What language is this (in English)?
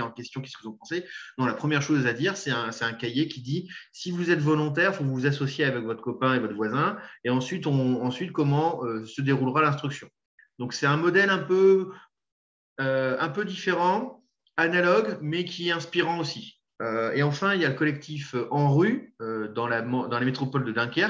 French